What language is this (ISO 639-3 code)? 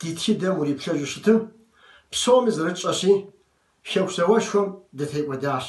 kbd